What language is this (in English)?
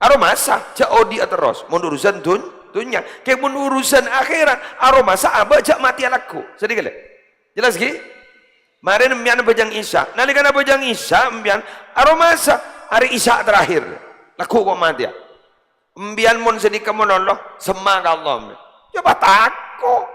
Madurese